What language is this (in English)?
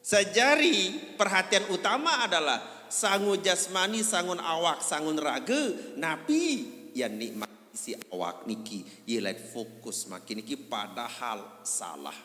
Sasak